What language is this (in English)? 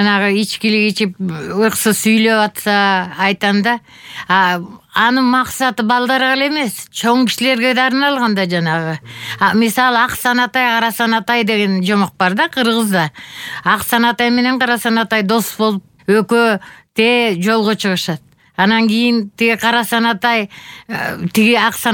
Kyrgyz